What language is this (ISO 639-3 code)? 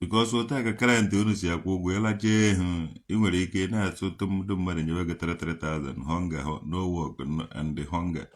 ibo